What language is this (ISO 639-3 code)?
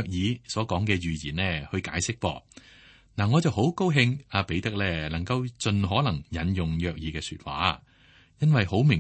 yue